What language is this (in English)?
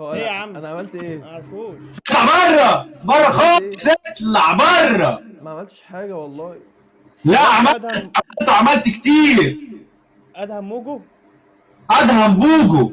Egyptian Arabic